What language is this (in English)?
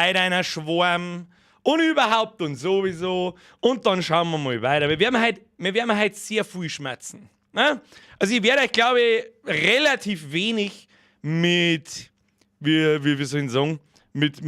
Bavarian